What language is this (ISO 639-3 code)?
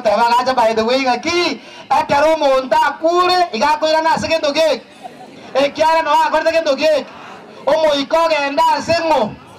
guz